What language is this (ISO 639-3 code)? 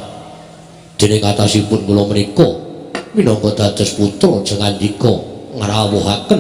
jav